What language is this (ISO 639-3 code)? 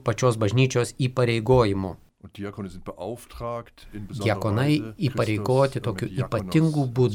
lit